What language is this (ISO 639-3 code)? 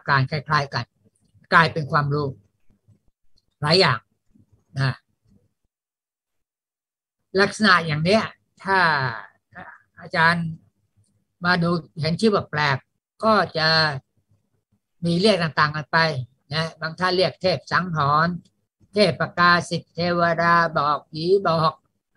tha